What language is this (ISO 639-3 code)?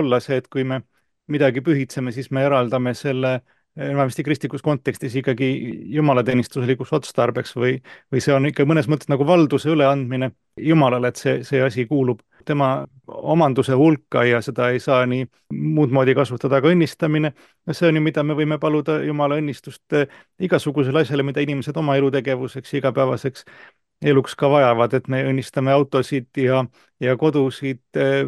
est